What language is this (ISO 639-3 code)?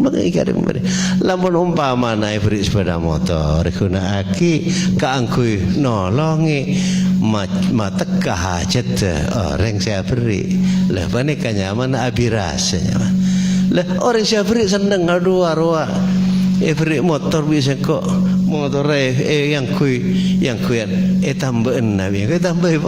mad